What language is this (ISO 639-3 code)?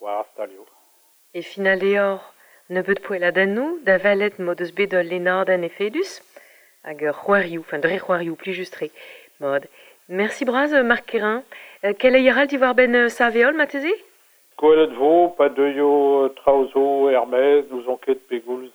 bre